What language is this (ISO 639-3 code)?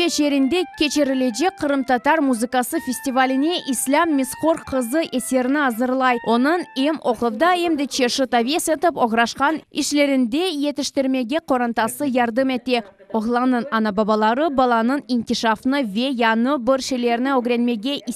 crh